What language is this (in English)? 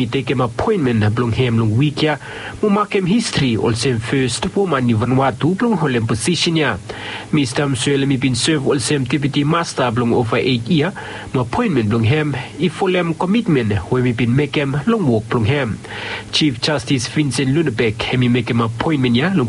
Bislama